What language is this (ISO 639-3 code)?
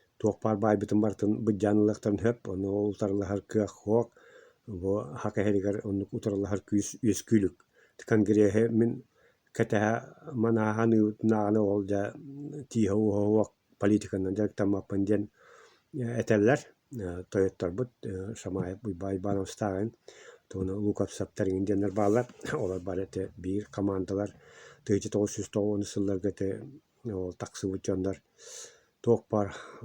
sah